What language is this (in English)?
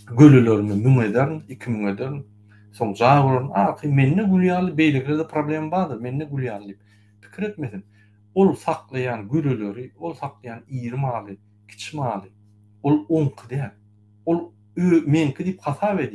Turkmen